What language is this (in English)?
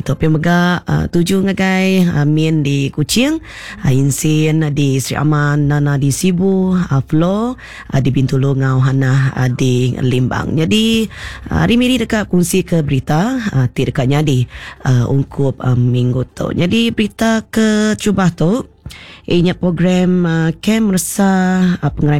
Iban